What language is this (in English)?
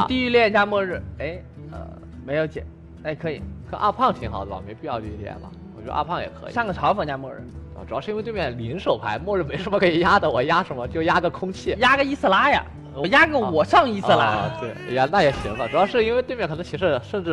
Chinese